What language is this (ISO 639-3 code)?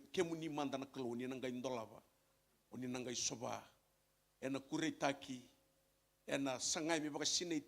fij